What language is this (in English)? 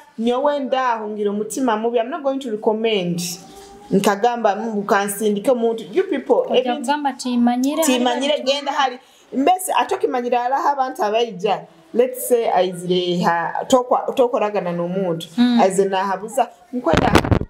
Tooro